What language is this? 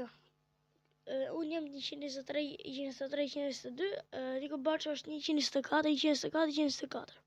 Albanian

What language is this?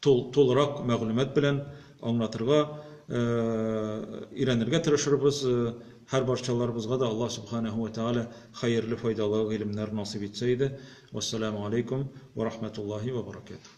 Tatar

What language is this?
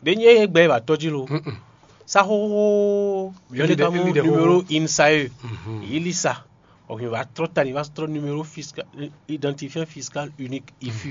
Fon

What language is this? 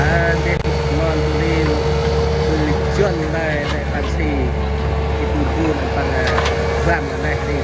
Central Mnong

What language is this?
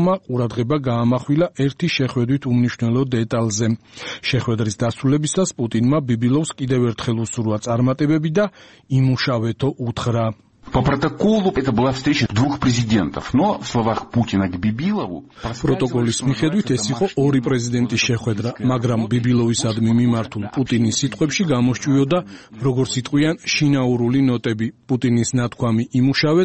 Georgian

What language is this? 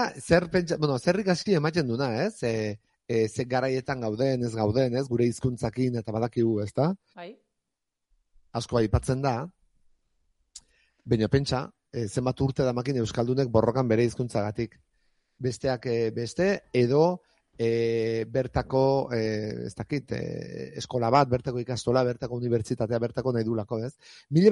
Basque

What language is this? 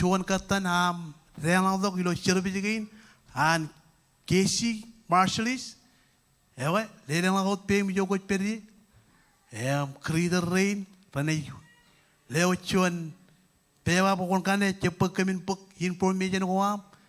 Marshallese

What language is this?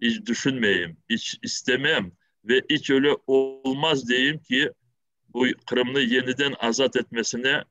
Crimean Tatar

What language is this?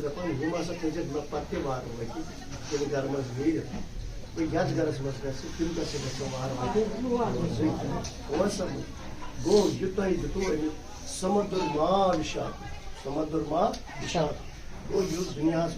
Kashmiri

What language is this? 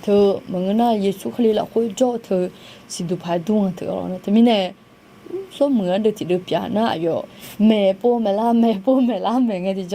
Akha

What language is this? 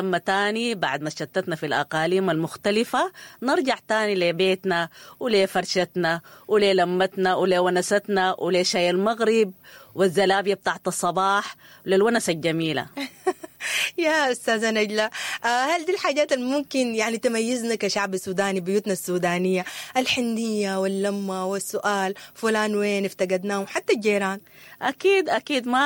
Sudanese Arabic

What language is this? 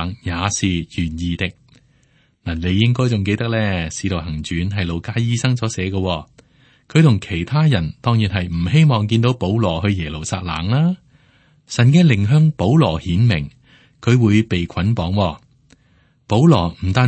Cantonese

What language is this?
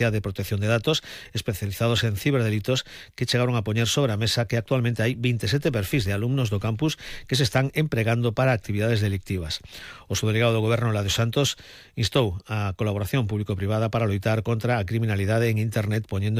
Galician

